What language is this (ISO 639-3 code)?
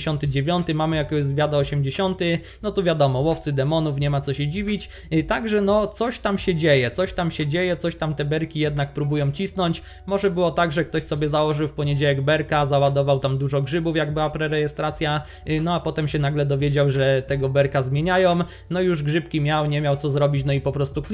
pol